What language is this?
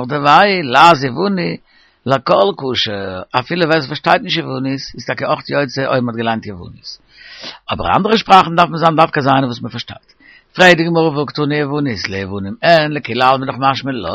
Yiddish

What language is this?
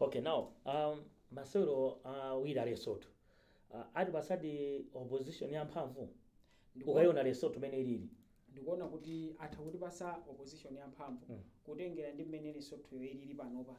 Nyanja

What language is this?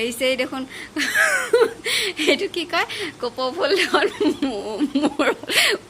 Assamese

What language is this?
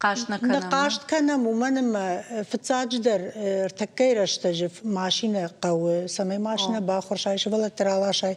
Ossetic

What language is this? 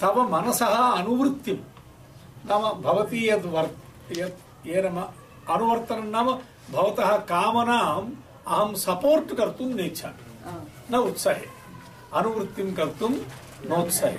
Sanskrit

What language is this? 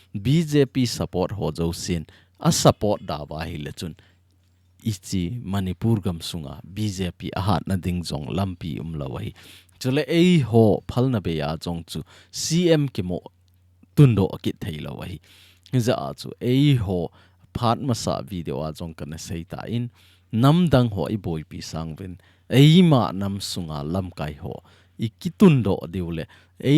Thado Chin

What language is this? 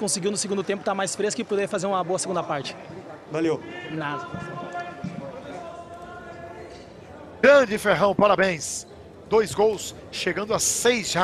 Portuguese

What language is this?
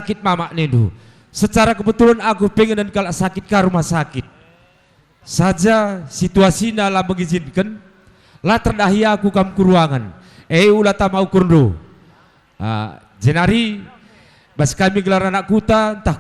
Batak Karo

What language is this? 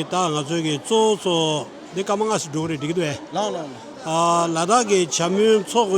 Tibetan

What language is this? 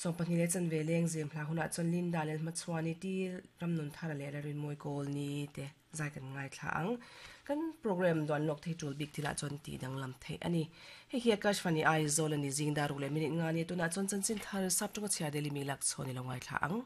Mizo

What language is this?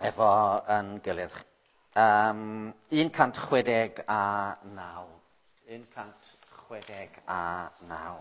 Welsh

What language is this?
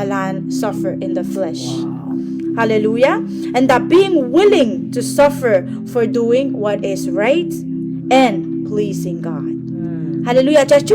Pohnpeian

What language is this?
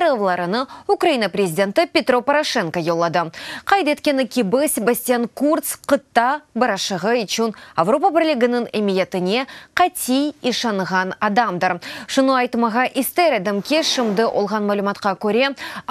Crimean Tatar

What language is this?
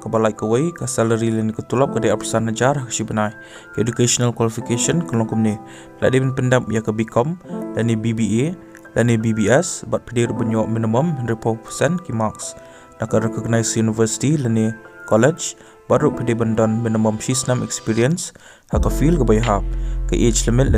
Khasi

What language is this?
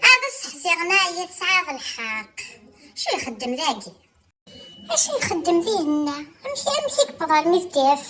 Kabyle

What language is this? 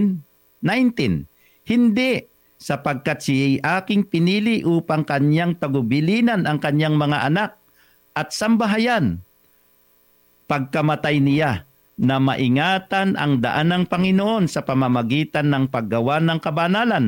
Filipino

